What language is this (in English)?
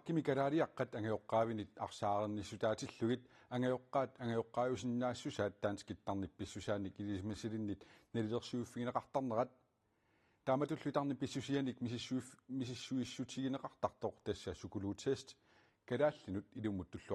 Kalaallisut